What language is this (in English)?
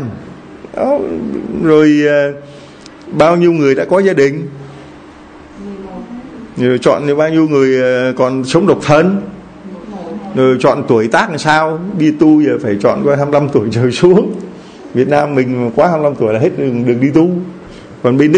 Vietnamese